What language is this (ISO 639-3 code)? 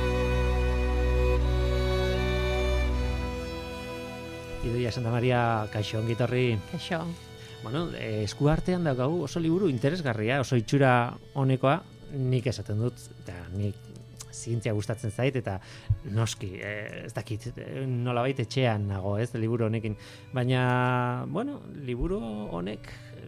eus